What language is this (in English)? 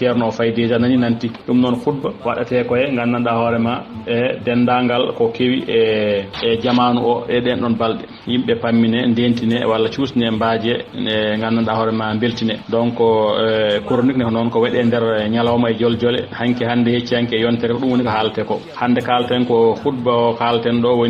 Fula